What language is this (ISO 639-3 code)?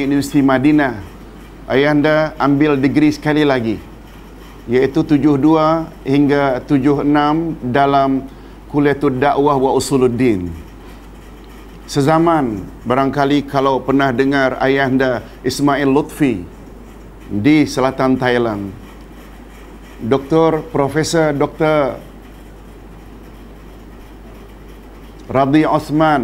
msa